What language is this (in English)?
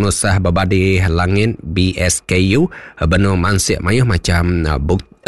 Iban